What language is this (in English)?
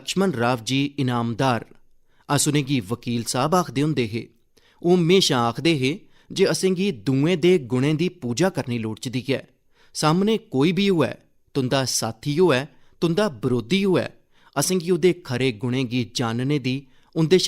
Dogri